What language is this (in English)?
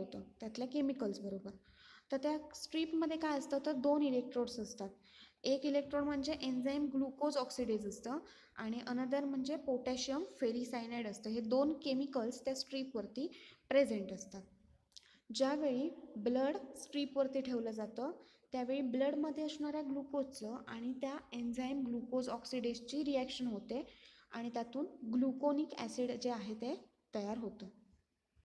Marathi